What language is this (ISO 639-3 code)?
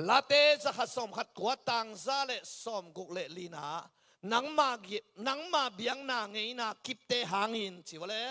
ctd